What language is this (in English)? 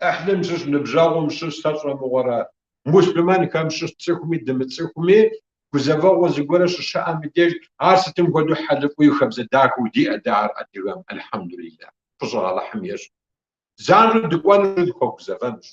Kabardian